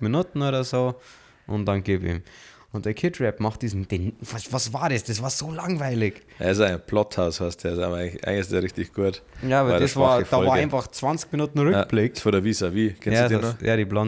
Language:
Bavarian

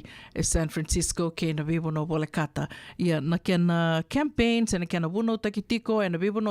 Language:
Fijian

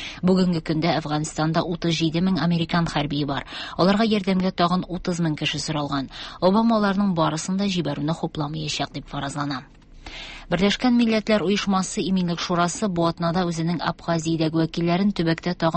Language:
Tatar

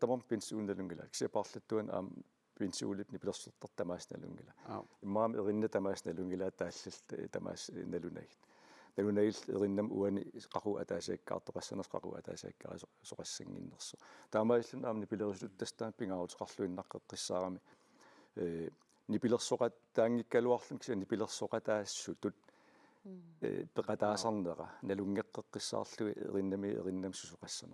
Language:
Kalaallisut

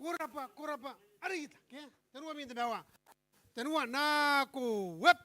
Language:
Gilbertese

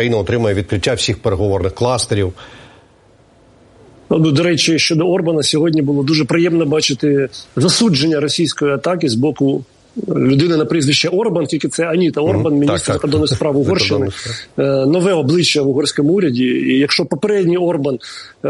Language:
Ukrainian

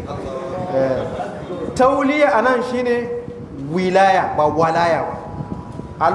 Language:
Hausa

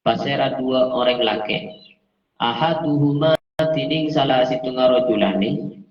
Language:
Madurese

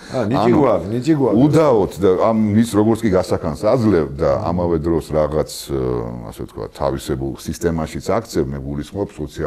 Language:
Georgian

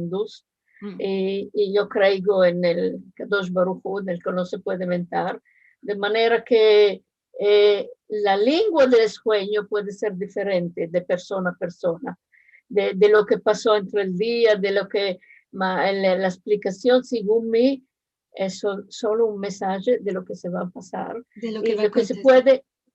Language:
Ladino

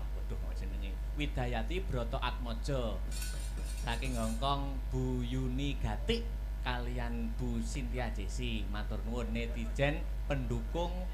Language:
Javanese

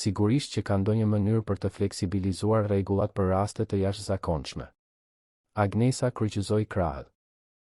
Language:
Albanian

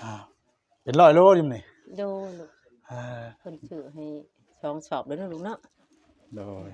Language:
Northeastern Thai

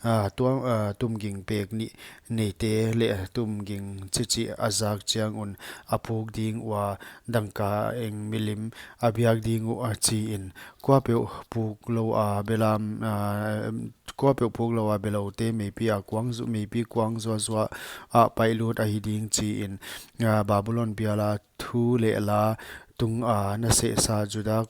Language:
Paite Chin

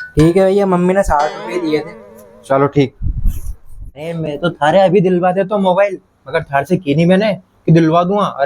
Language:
Rajasthani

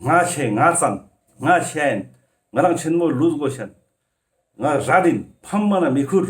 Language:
Ladakhi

